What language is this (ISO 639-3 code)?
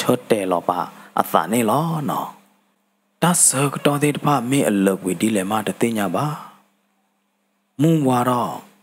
ksw